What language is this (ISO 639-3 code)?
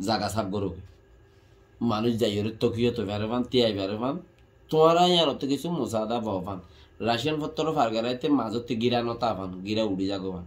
rhg